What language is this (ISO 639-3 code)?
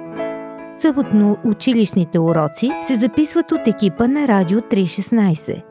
bul